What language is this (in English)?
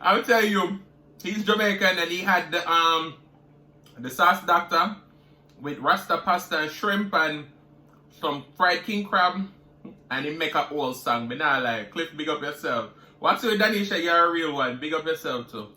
Jamaican Creole English